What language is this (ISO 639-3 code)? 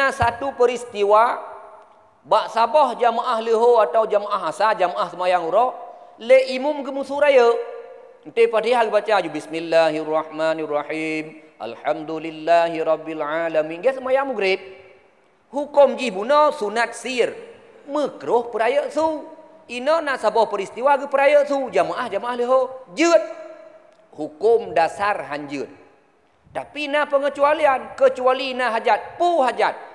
ace